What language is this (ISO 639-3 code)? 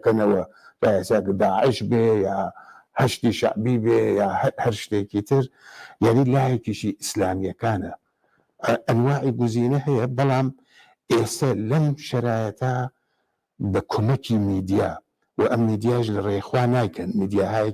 ckb